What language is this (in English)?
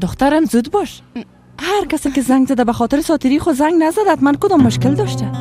Persian